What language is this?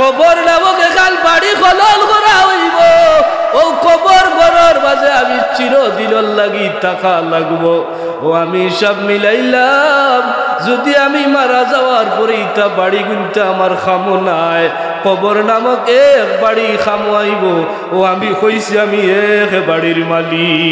Sylheti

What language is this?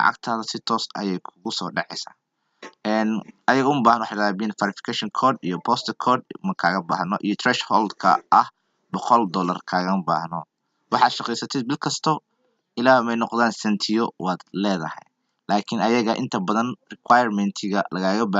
Somali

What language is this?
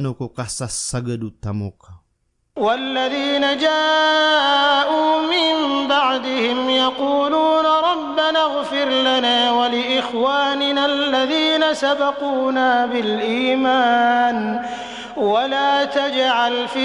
Maranao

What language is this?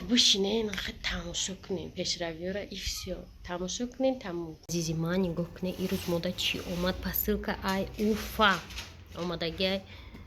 Tajik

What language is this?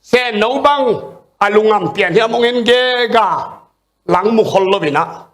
Tedim Chin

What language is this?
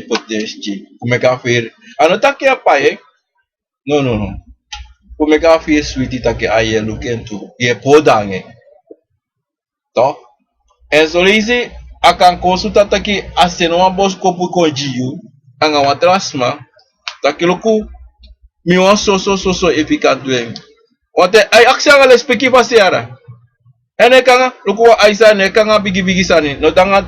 Sranan Tongo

